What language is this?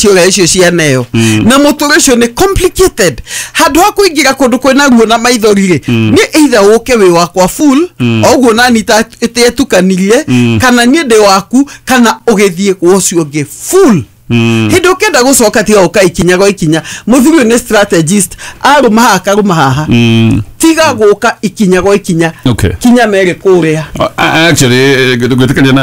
Kikuyu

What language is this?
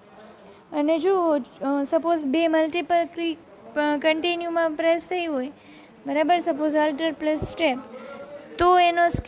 Gujarati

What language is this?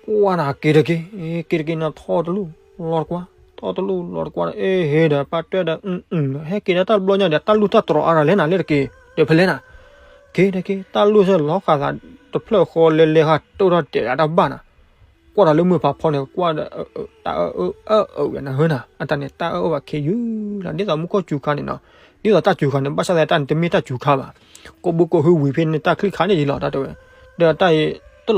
S'gaw Karen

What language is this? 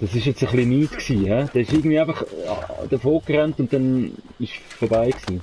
Swiss German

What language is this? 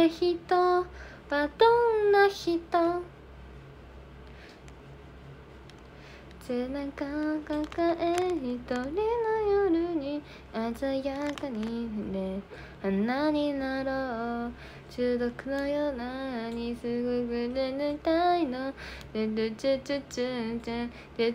Japanese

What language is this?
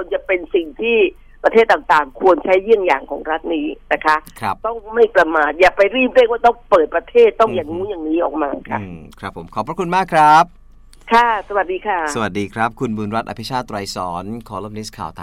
Thai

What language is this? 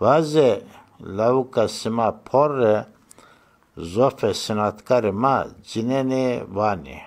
Zaza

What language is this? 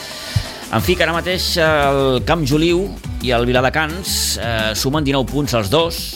Catalan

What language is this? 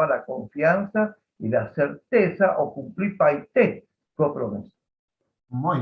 Guarani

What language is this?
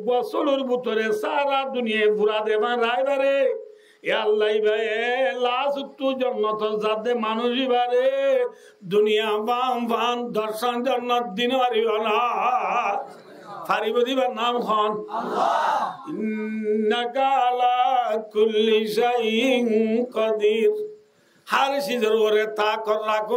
Rohingya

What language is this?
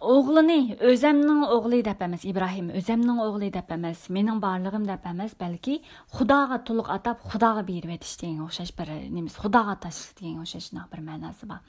Uyghur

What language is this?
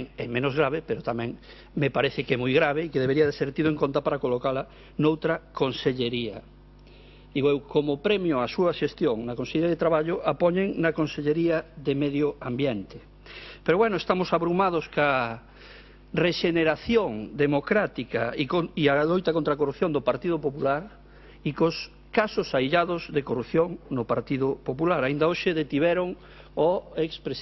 Galician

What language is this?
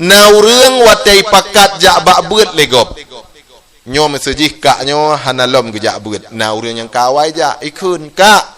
Achinese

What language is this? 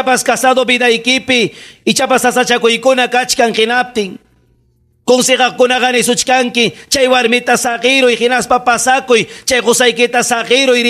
Ayacucho Quechua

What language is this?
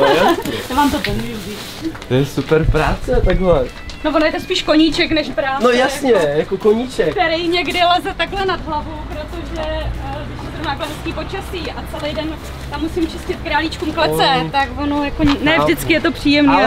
Czech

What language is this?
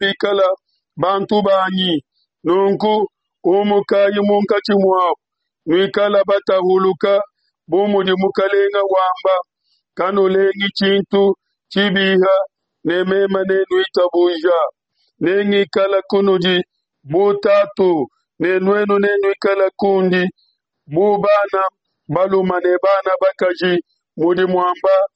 Luba-Lulua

